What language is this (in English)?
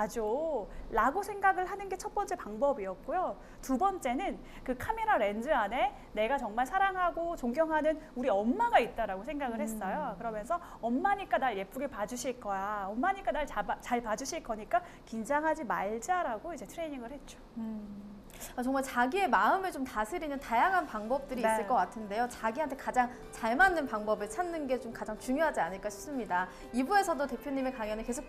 Korean